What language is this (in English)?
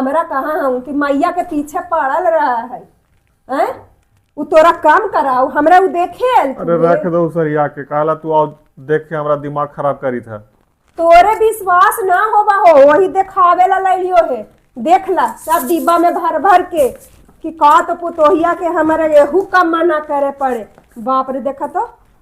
Magahi